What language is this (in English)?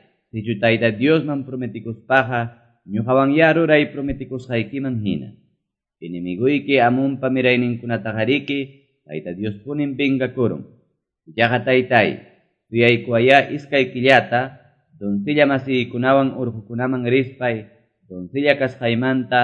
Quechua